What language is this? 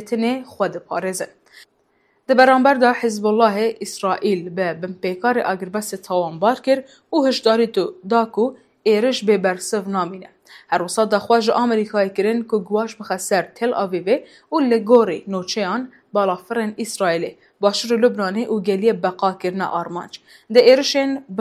Kurdish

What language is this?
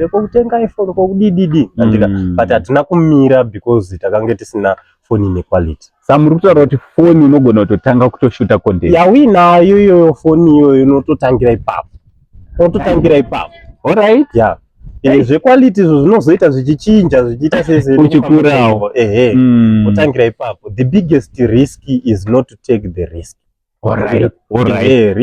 Shona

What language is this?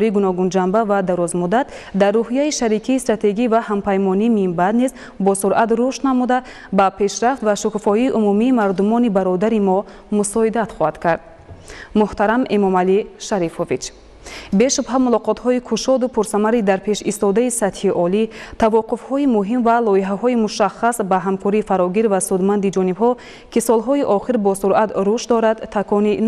Tajik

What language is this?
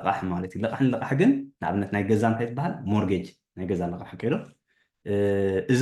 Tigrinya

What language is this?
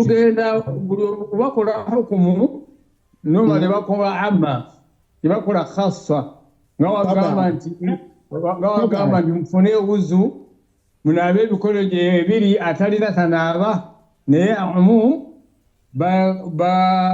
Ganda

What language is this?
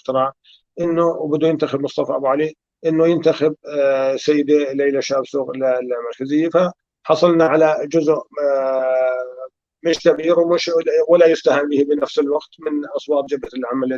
North Levantine Arabic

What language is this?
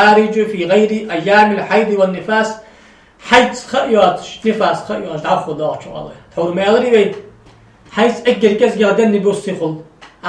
Ingush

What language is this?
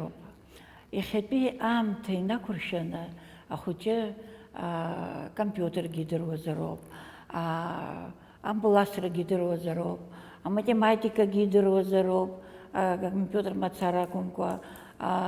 Abkhazian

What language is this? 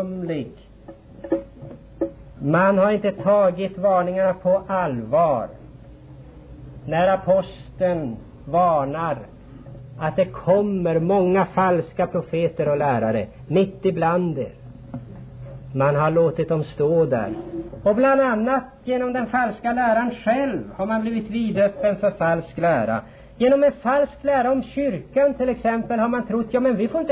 Swedish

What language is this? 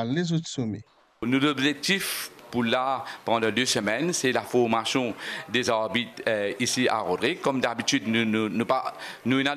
Morisyen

